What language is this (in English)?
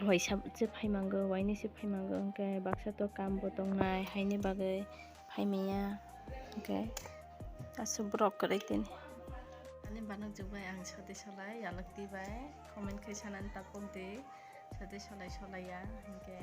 Kok Borok